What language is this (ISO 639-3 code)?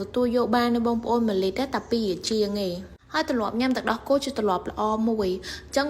khm